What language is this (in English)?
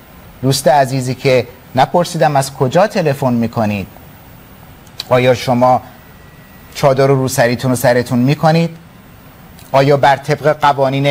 Persian